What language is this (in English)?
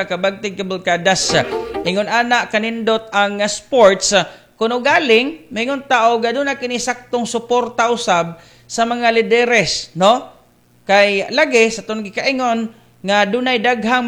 Cebuano